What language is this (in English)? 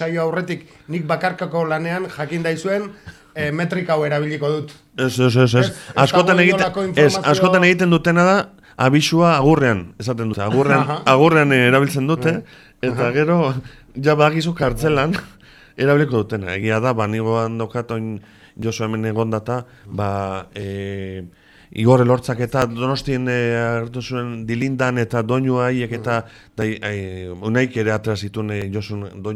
Basque